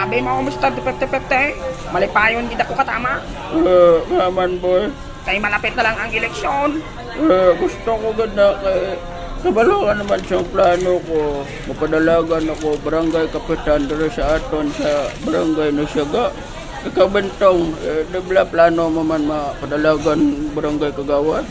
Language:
Hiligaynon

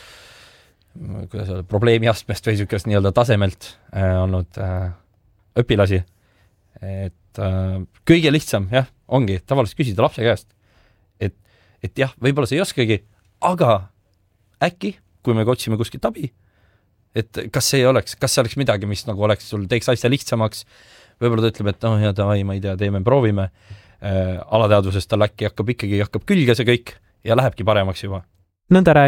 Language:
Estonian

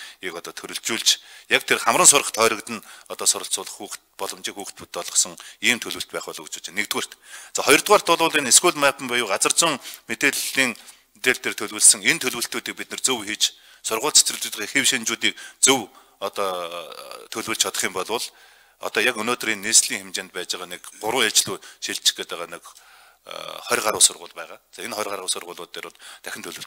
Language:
Mongolian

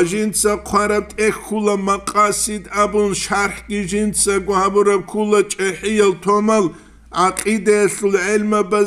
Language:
Avaric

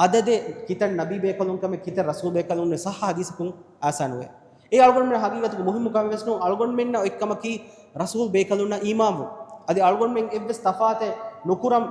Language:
Divehi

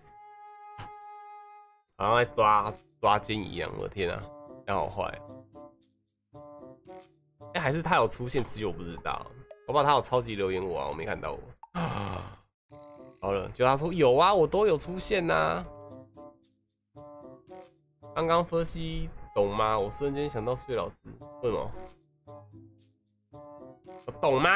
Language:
Chinese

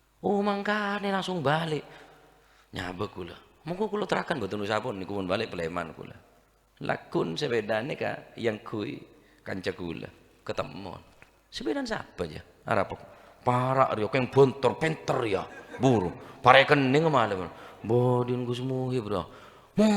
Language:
Madurese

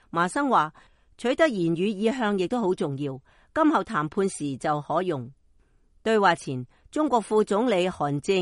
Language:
Cantonese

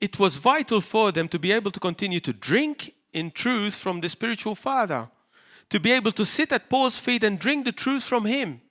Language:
English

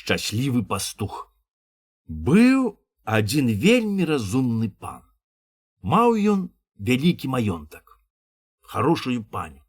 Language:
Belarusian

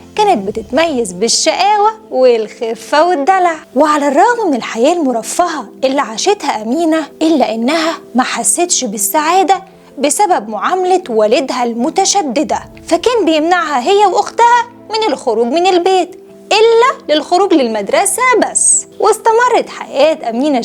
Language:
Egyptian Arabic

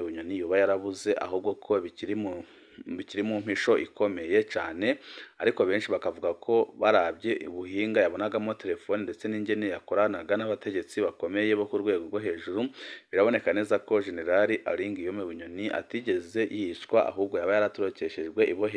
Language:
Rundi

